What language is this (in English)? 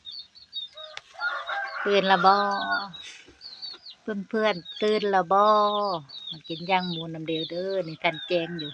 Lao